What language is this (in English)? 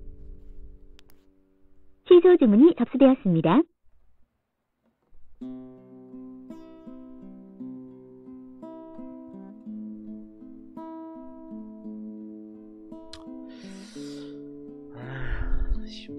Korean